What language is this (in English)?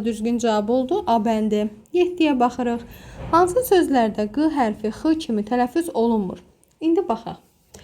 Azerbaijani